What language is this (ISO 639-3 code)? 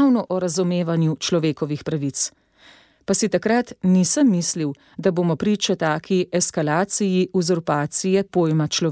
slv